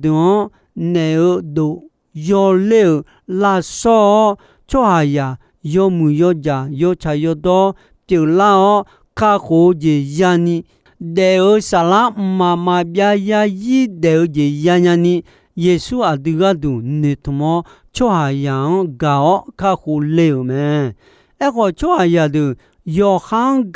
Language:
Akha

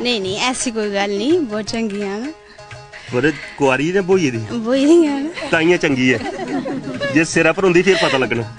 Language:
Dogri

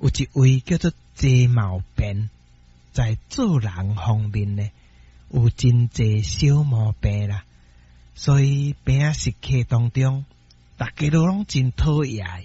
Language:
Min Nan Chinese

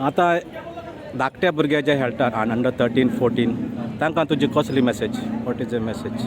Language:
Konkani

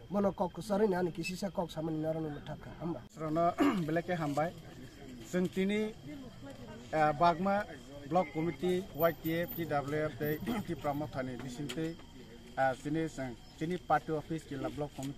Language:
Kok Borok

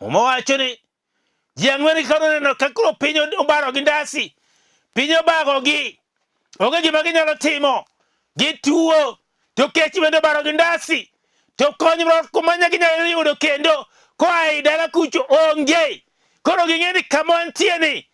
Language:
Luo (Kenya and Tanzania)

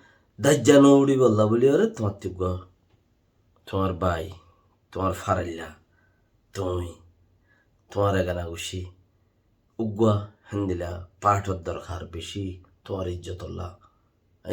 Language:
Rohingya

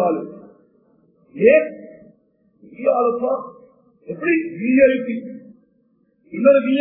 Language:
Tamil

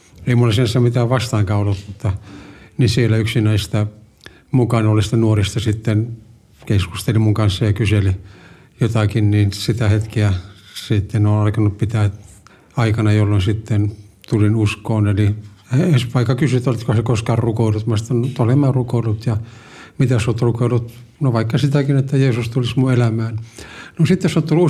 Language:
Finnish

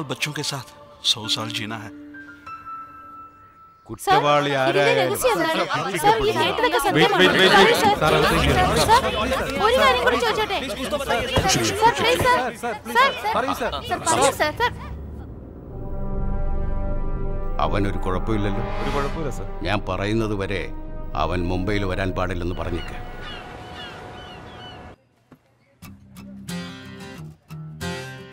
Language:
Malayalam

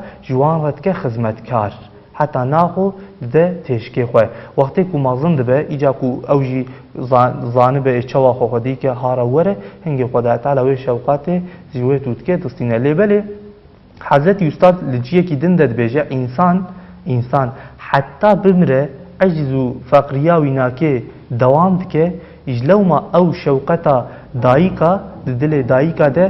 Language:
Kurdish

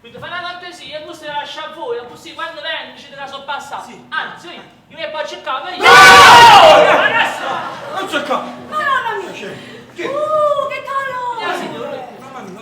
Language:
Neapolitan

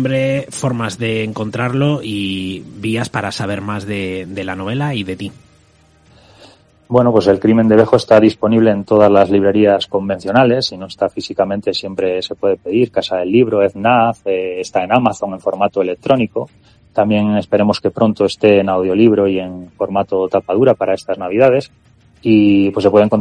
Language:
Spanish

